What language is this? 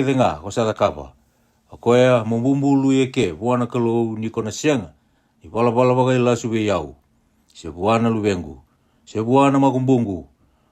Fijian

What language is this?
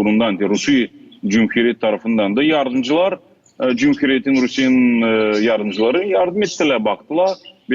Gagauz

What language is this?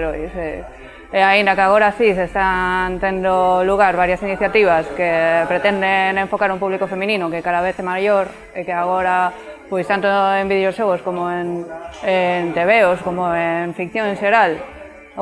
Galician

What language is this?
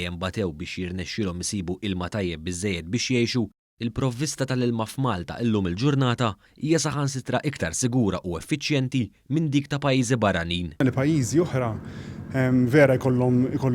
Maltese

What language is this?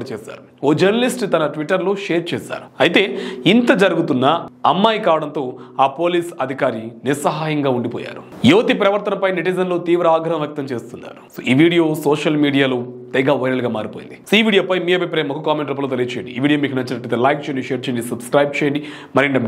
Telugu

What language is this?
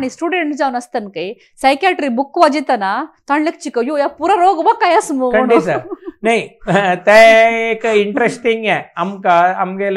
Konkani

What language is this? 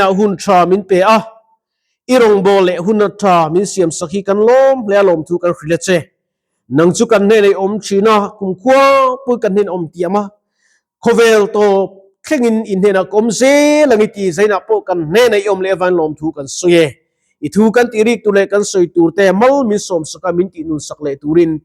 Mizo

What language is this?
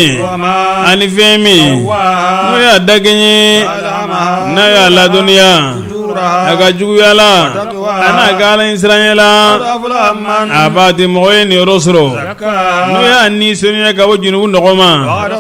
Bambara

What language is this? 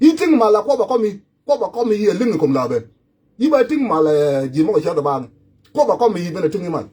Nuer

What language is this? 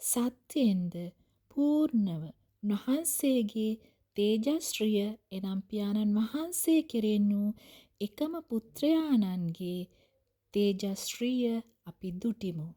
Sinhala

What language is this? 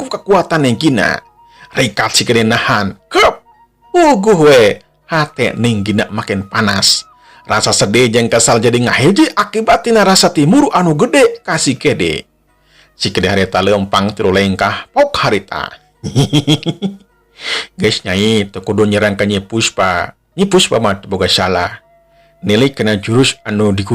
Sundanese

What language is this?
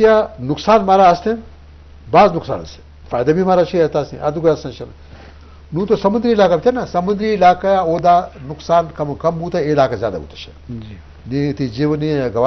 Eastern Balochi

